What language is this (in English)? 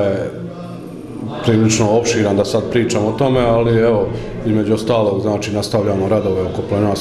Bosnian